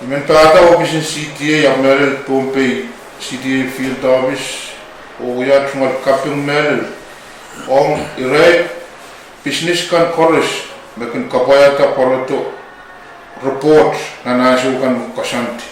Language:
Pohnpeian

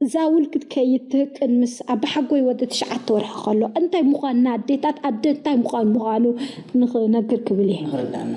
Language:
Tigrinya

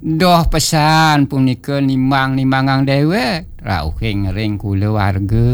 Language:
Balinese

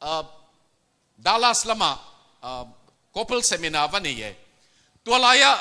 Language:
Tedim Chin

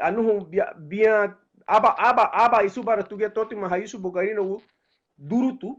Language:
Garifuna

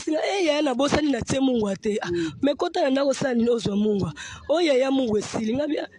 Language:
Lingala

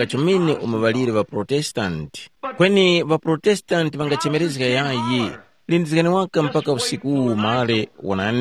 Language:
Tumbuka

